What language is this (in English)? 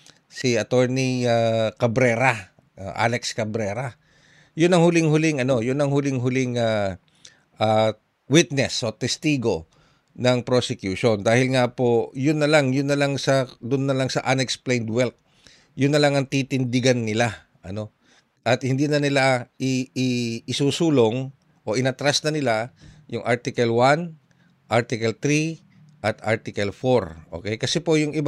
Filipino